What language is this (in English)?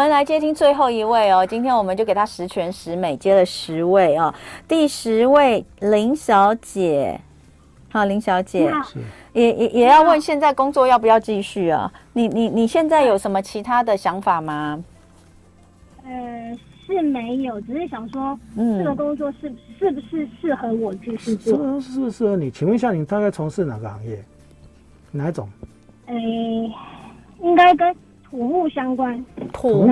Chinese